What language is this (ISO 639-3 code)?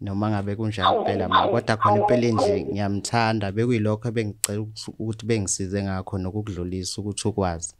zul